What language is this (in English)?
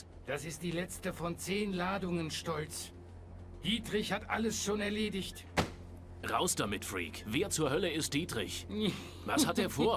Bavarian